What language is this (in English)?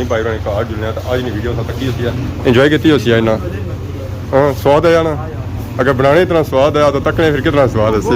Pahari-Potwari